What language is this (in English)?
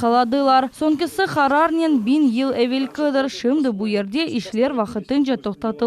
Crimean Tatar